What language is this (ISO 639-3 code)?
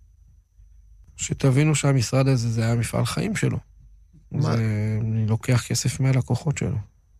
heb